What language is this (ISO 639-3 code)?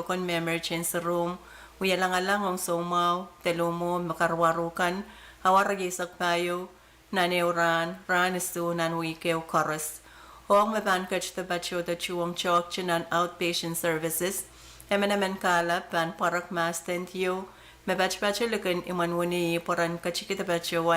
pon